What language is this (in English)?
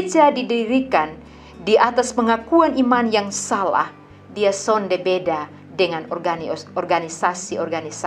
Kupang Malay